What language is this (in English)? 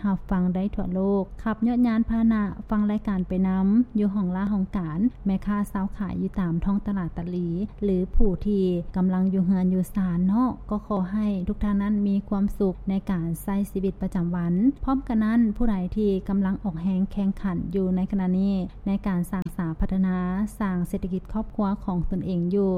Lao